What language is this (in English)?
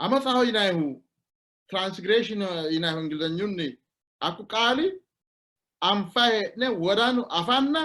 Sidamo